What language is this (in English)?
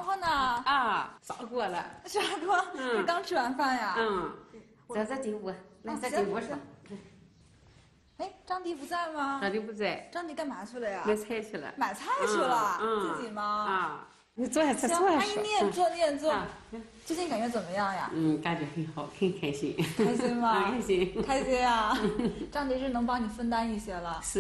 Chinese